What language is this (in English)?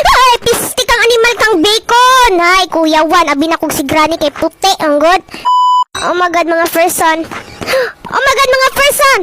Cebuano